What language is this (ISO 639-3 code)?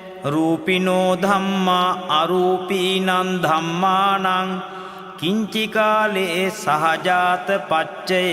pli